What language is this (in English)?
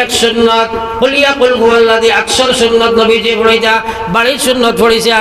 Sylheti